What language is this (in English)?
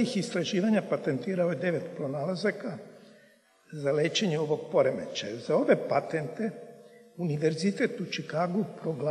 Serbian